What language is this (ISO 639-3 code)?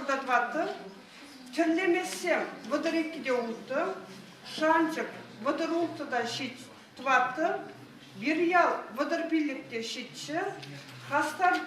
chv